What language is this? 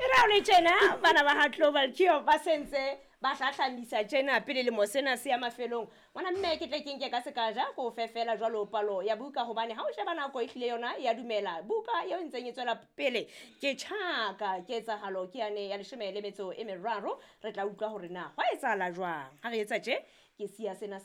Southern Sotho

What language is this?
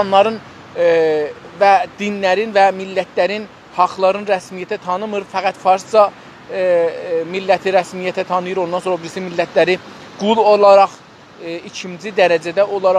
South Azerbaijani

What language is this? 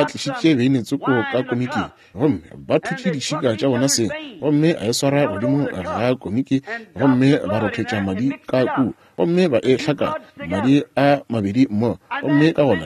Northern Sotho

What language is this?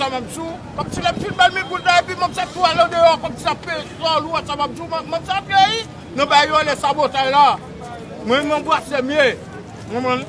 Haitian Creole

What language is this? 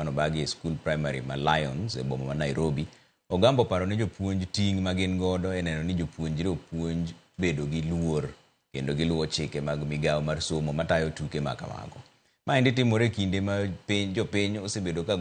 Luo (Kenya and Tanzania)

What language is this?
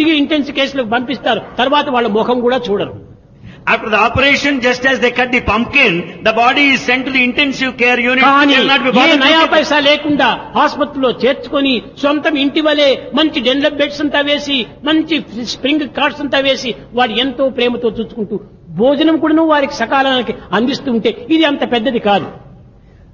Telugu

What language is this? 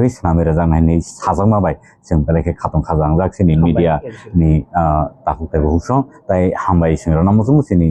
Kok Borok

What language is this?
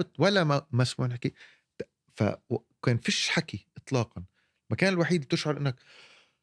North Levantine Arabic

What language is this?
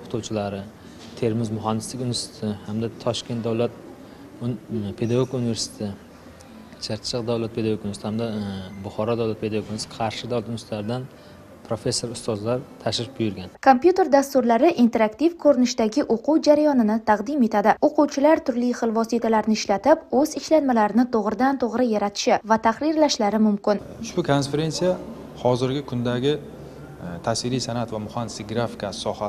Uzbek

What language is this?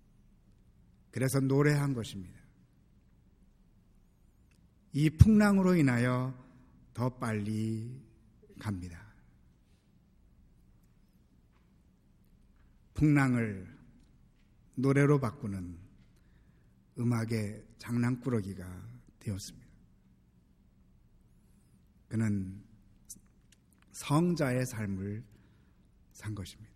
Korean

